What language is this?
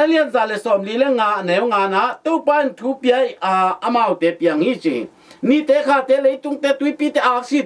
Tedim Chin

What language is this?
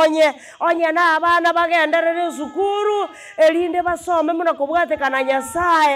Gusii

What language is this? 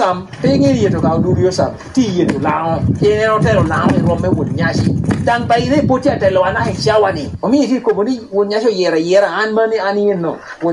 Lango (Uganda)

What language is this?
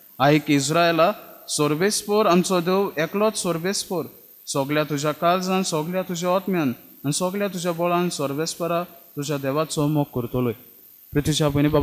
Konkani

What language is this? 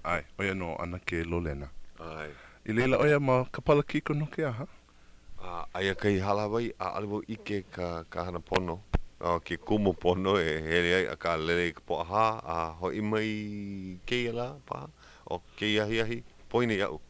Hawaiian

